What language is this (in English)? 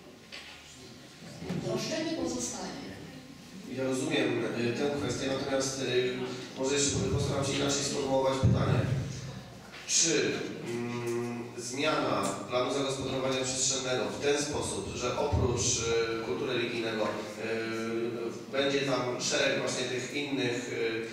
Polish